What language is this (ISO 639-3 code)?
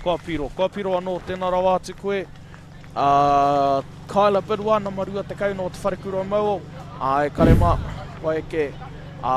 mri